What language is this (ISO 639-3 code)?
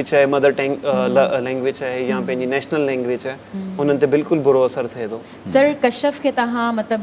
snd